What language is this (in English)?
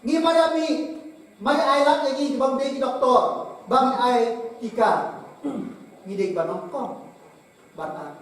Khasi